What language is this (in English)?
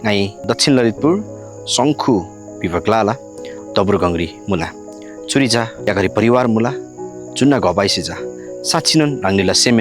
Eastern Tamang